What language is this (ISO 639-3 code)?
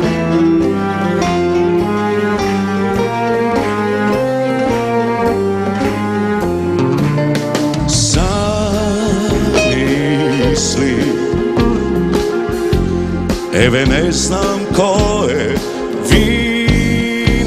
mkd